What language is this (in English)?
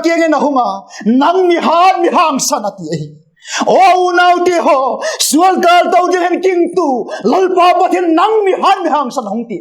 Vaiphei